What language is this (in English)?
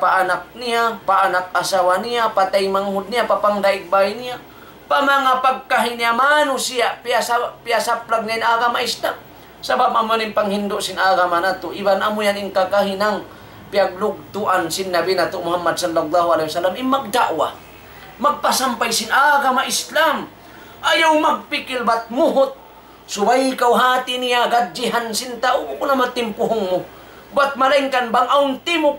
Tausug